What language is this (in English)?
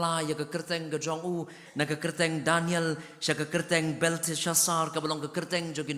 Khasi